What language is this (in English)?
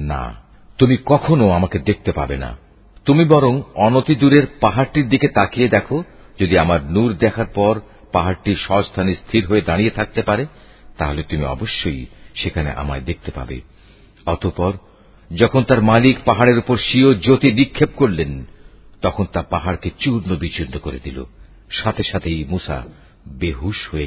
Bangla